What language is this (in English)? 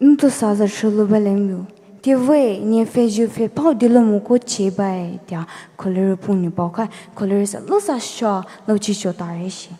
Poumei Naga